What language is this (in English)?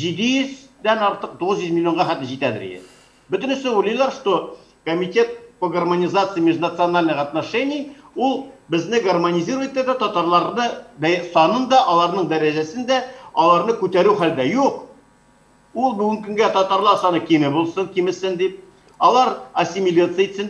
Tatar